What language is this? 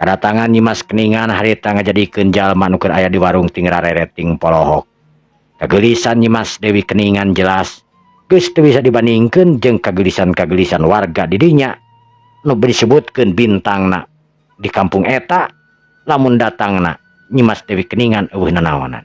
Sundanese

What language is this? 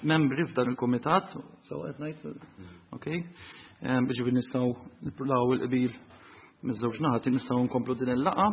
Maltese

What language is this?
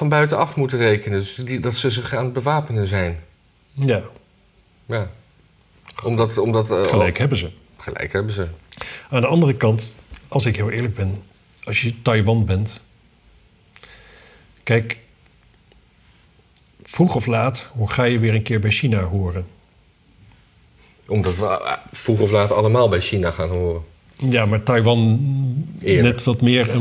Dutch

